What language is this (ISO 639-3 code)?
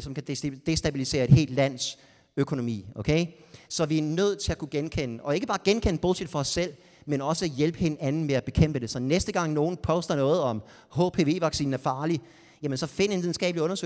dan